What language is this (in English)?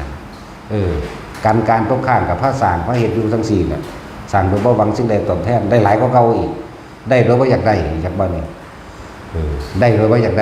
Northeastern Thai